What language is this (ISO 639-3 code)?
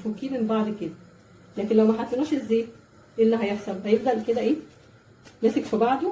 arz